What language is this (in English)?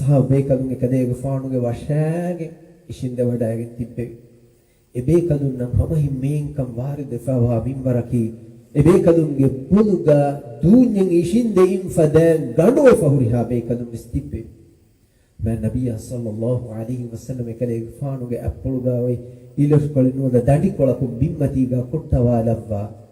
Divehi